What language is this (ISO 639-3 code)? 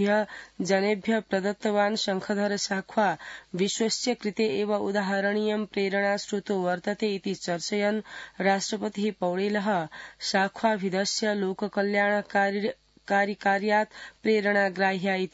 san